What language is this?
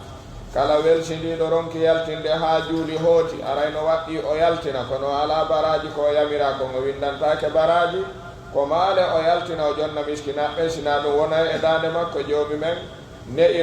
Pular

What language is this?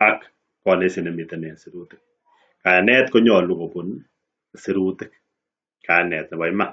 Kalenjin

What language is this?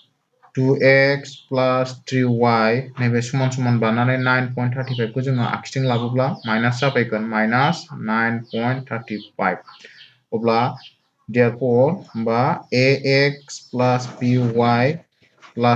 Bodo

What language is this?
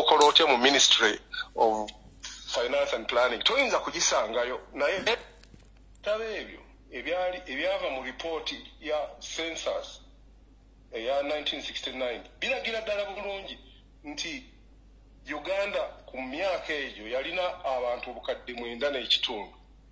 Ganda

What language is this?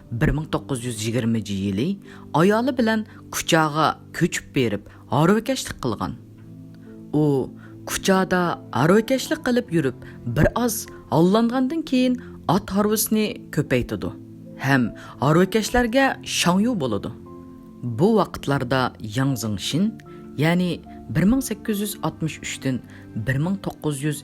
Uyghur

